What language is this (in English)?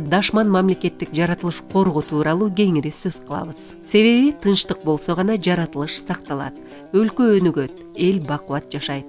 Kyrgyz